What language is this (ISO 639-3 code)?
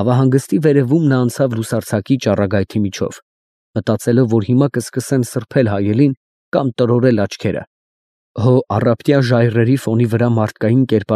hye